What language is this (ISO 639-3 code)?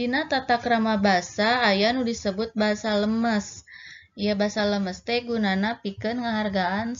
sun